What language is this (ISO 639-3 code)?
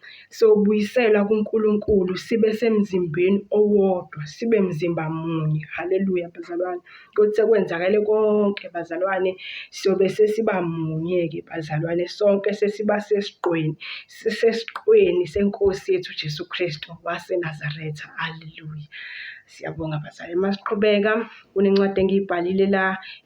zul